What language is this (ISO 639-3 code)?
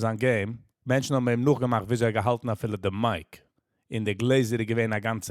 yid